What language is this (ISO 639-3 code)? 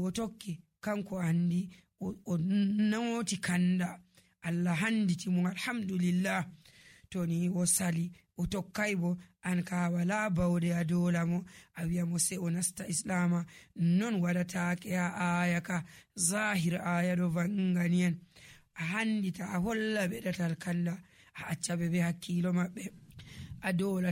fuv